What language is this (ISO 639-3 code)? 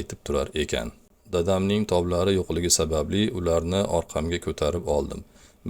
uzb